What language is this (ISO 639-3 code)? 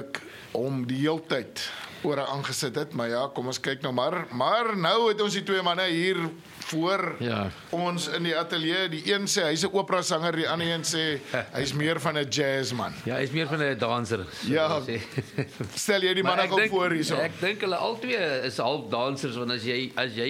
afr